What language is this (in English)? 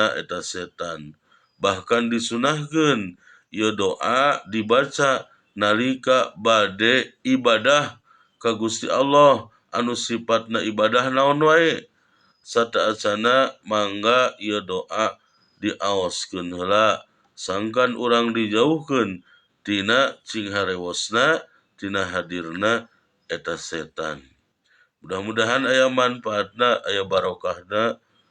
Sundanese